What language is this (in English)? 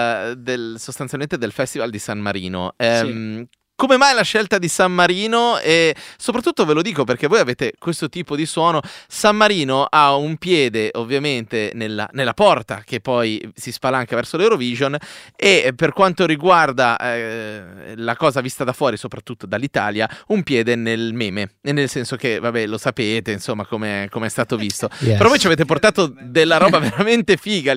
Italian